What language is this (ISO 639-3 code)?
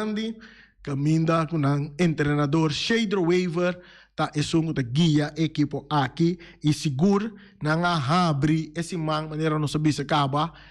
pap